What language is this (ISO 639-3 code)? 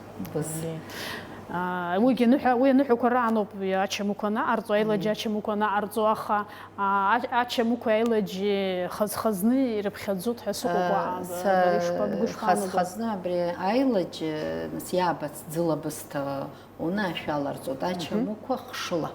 abk